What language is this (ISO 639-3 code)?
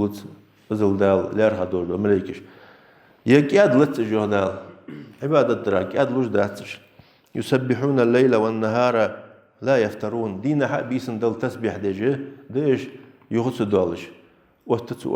inh